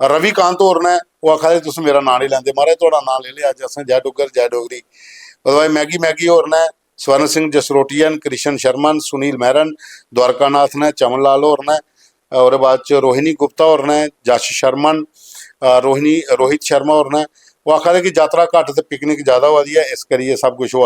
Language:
Dogri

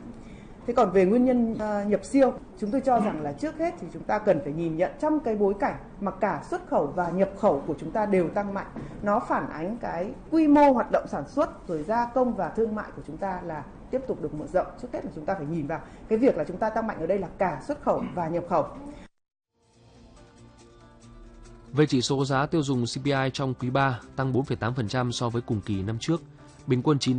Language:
Vietnamese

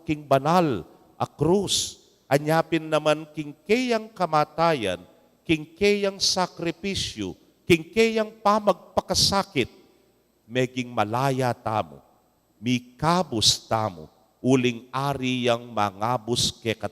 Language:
Pampanga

